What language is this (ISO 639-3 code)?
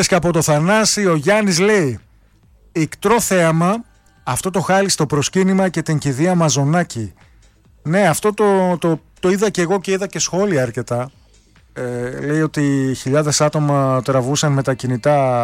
ell